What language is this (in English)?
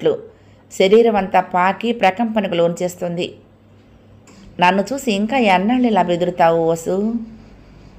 Telugu